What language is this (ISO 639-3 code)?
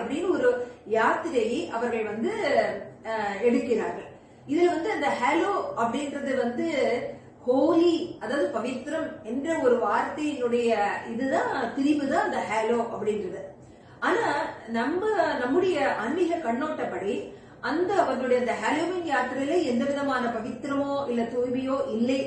tam